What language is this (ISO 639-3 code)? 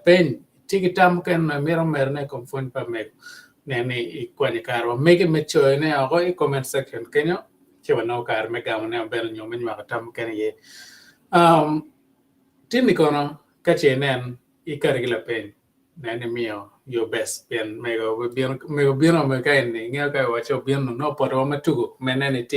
ach